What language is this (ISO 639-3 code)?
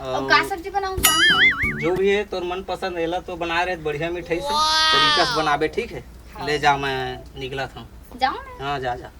hne